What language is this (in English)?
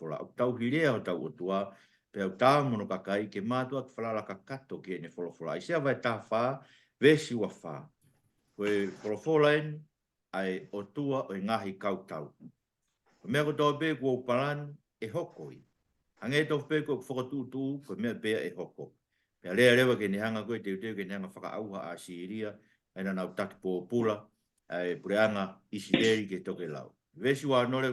Tongan